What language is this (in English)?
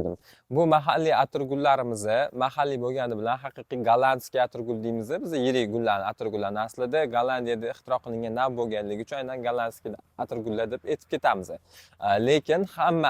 Uzbek